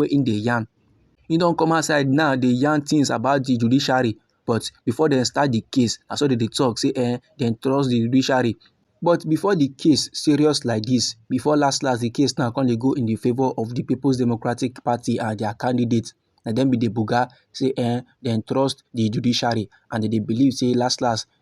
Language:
Nigerian Pidgin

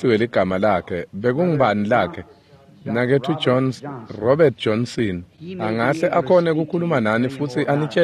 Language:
Swati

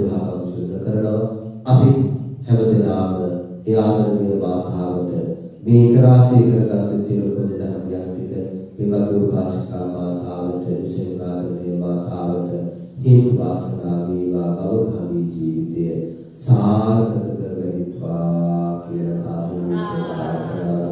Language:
Sinhala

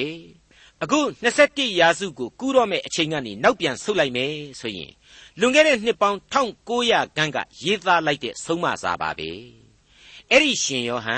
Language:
Burmese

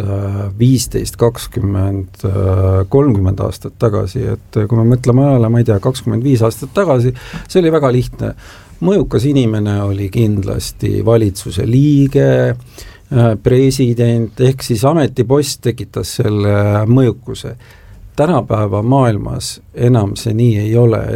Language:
Estonian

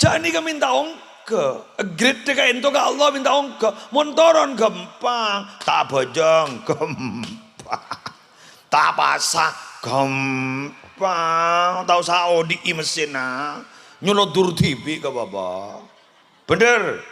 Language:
Madurese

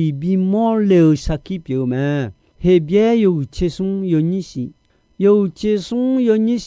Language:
Akha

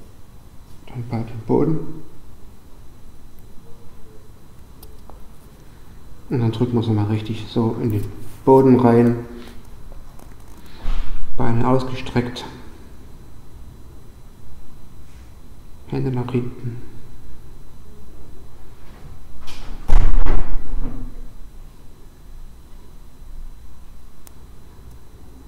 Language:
German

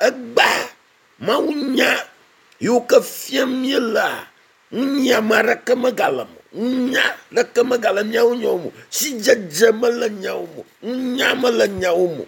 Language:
Ewe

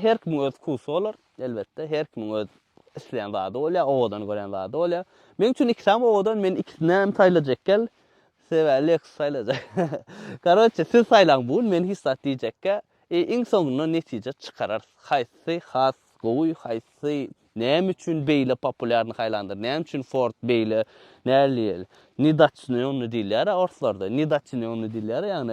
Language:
Turkmen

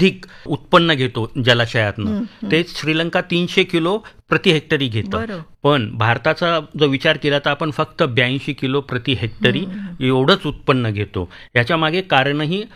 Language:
Marathi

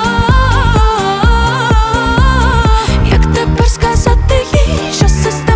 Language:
Ukrainian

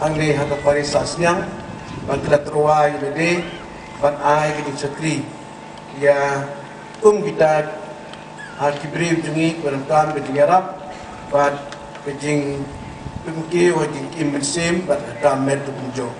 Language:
Khasi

